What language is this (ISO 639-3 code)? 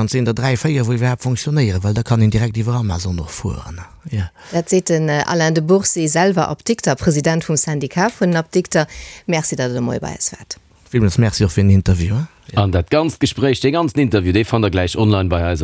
ltz